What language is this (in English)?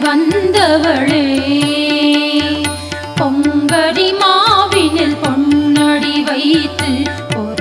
Tamil